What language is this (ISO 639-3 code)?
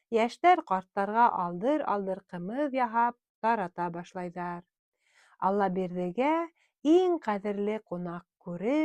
bak